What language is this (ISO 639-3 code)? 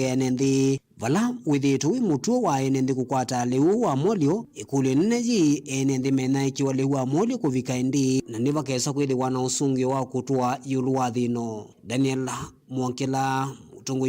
kam